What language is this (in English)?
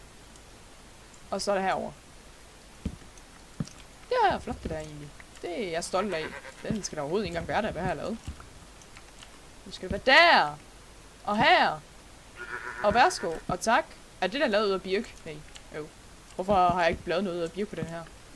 Danish